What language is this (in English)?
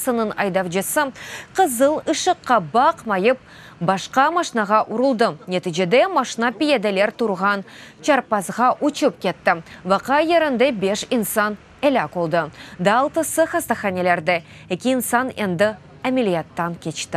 Crimean Tatar